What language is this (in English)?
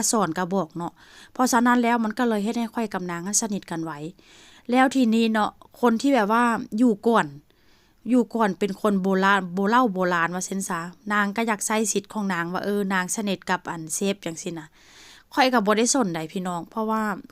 Northeastern Thai